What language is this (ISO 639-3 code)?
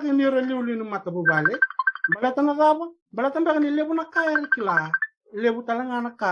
fij